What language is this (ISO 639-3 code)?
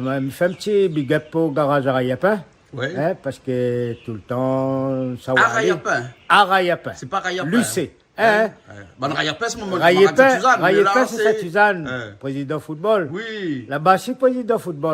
rcf